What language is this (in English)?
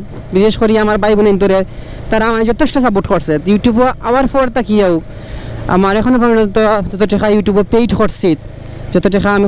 Sylheti